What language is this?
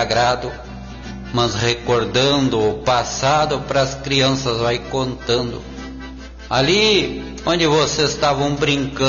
Portuguese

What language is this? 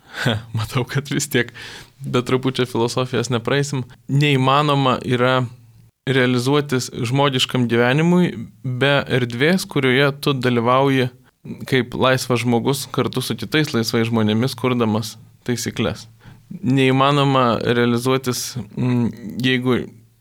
Lithuanian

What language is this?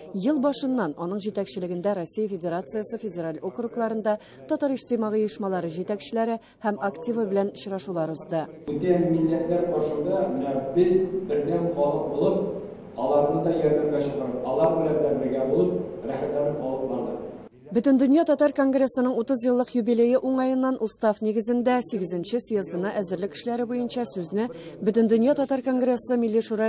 Tatar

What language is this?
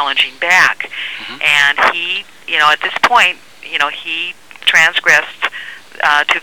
English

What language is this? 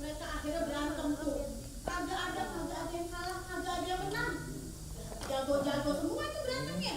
Betawi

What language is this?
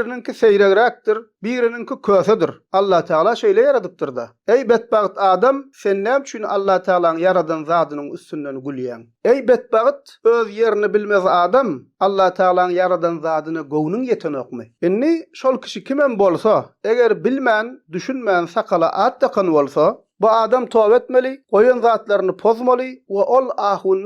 Turkmen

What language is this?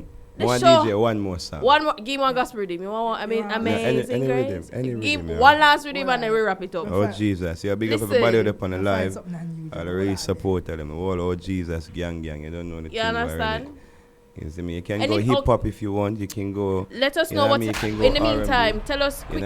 Jamaican Creole English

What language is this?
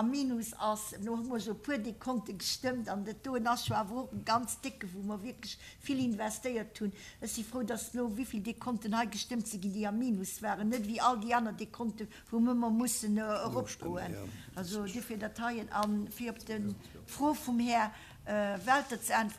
Luxembourgish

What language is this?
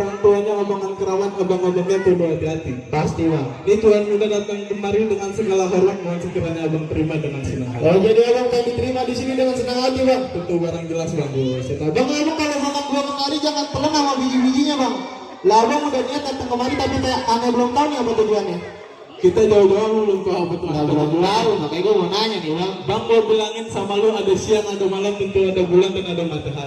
Betawi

